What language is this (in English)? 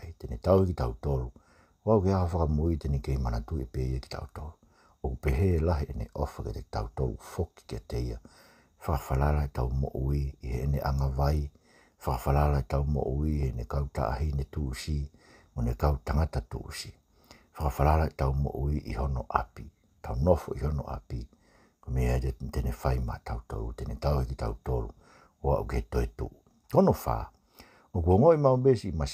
Tongan